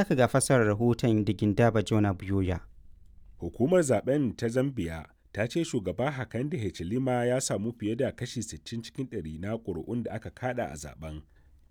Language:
Hausa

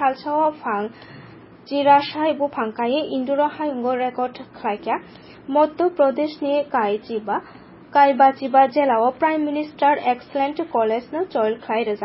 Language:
Kok Borok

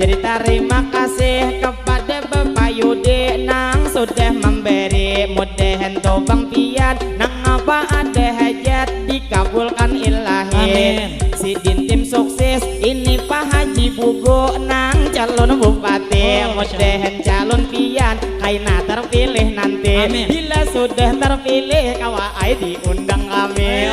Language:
Banjar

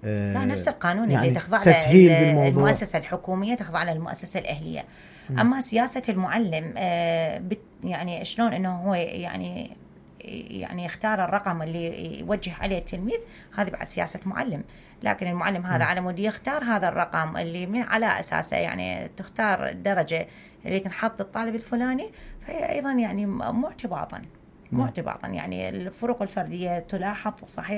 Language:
Mesopotamian Arabic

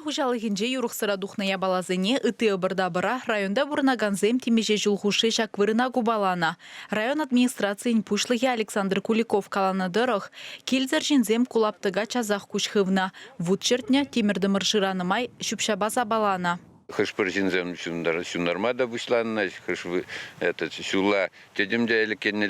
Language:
Chuvash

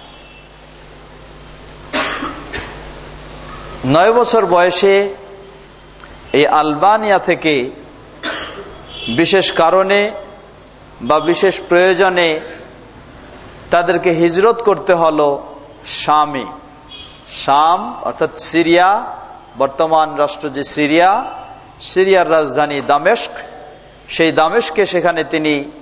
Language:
Bangla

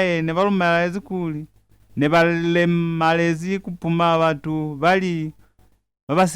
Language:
Lozi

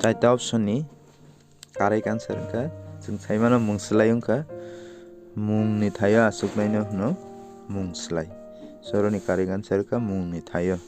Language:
Kok Borok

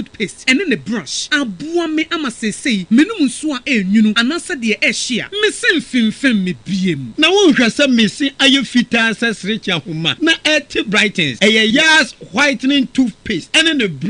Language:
Akan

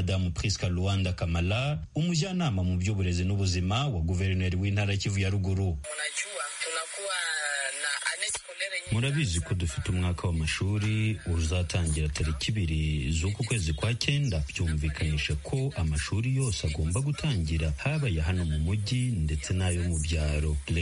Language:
Kinyarwanda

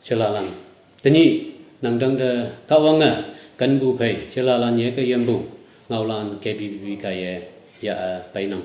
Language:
Naga Pidgin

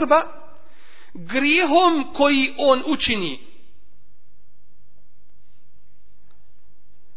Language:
Bosnian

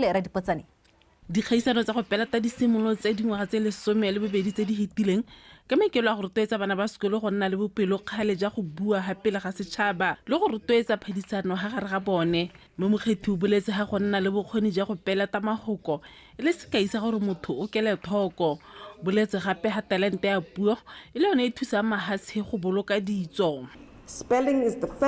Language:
Tswana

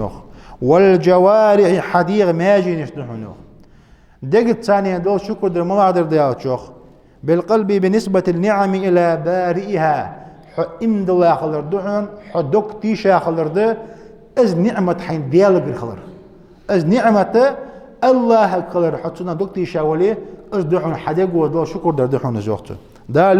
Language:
Ingush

